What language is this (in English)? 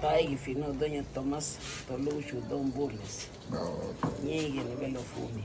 Garifuna